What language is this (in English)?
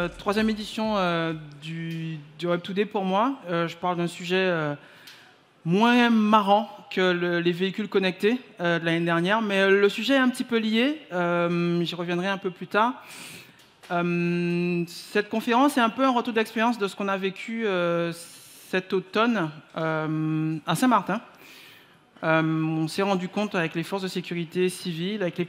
French